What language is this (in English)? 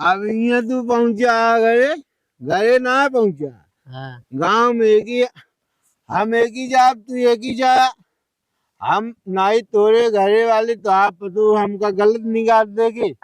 Awadhi